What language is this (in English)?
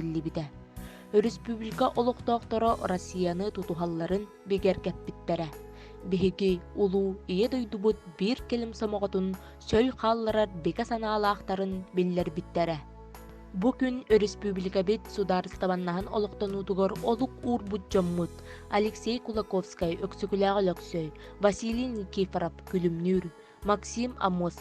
Yakut